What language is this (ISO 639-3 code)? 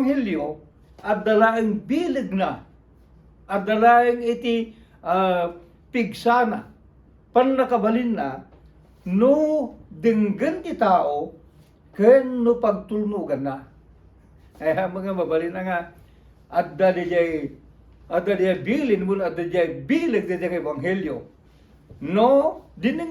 ilo